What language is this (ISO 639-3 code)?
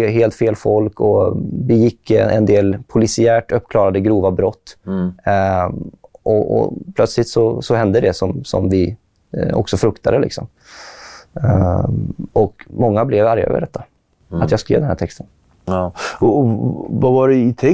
swe